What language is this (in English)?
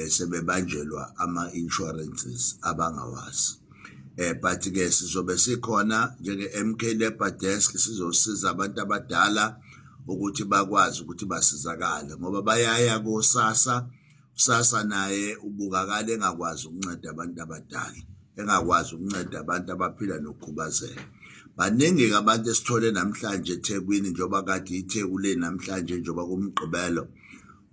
Zulu